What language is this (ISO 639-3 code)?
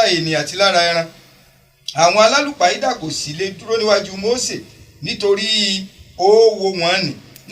yor